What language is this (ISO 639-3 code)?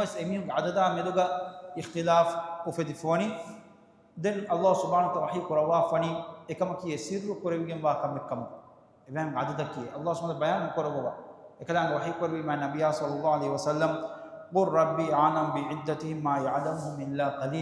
div